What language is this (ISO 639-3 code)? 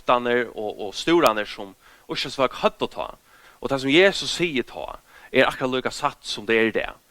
fao